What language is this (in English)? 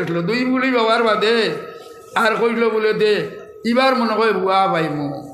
Sylheti